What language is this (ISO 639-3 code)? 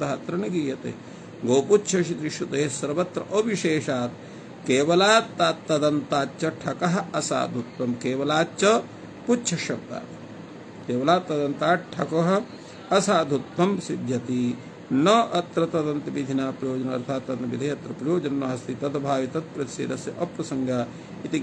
san